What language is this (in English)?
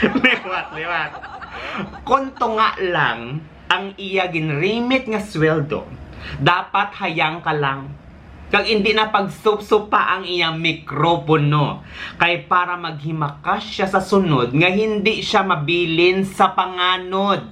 Hiligaynon